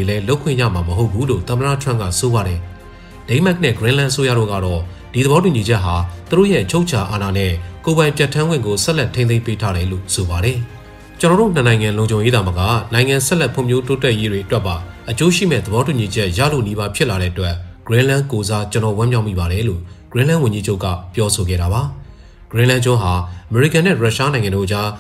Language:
Burmese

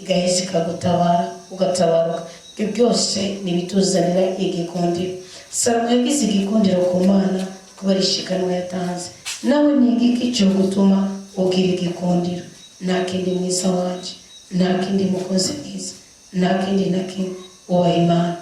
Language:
Rundi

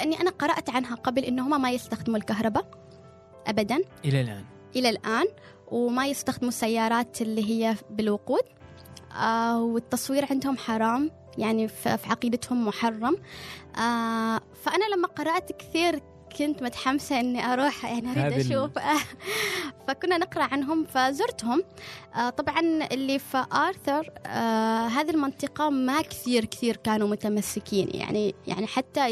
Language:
Gulf Arabic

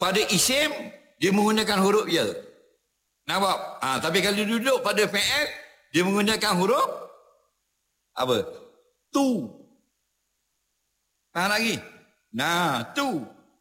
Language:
Malay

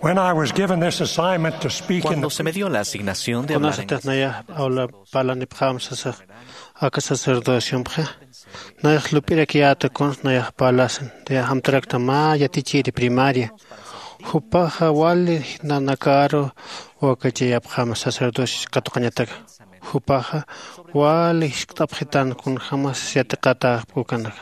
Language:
Aymara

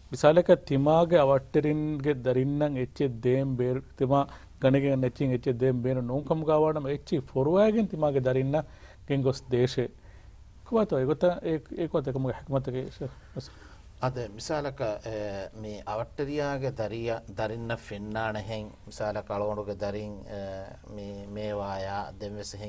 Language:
Divehi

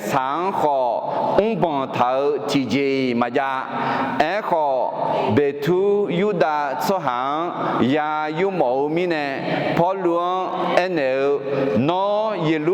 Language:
Akha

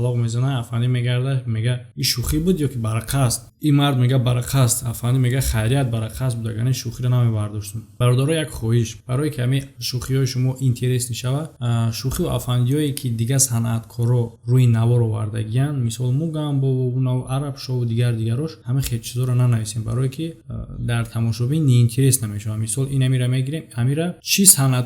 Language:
Tajik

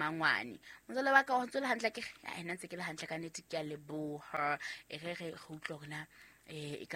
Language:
Southern Sotho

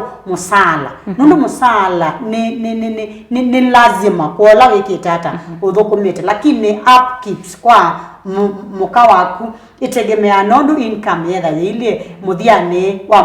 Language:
Kamba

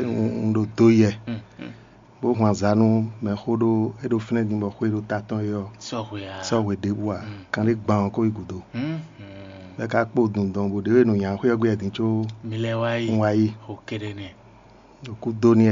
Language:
Fon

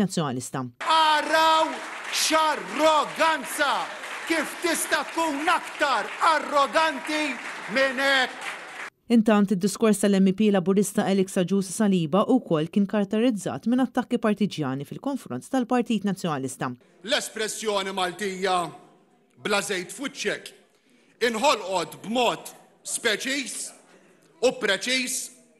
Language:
Maltese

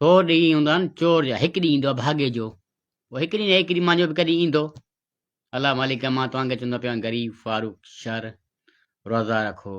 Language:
Sindhi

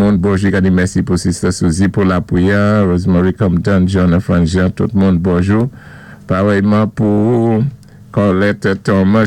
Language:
Saint Lucian Creole French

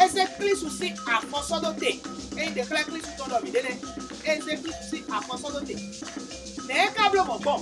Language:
Fon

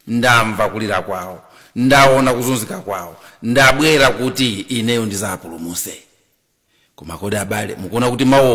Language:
Nyanja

